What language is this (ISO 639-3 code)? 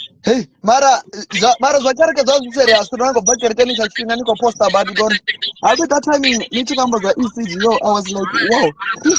ven